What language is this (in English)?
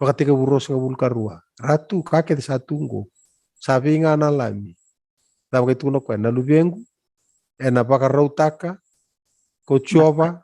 Fijian